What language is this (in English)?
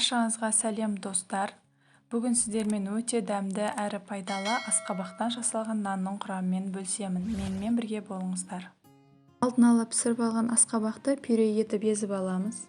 Kazakh